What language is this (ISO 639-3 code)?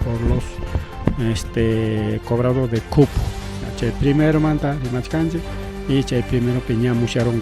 quy